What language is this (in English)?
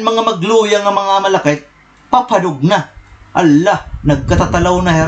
Waray